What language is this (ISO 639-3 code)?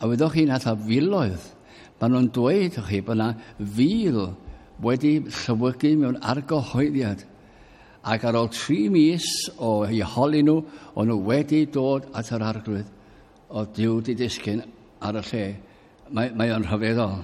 cym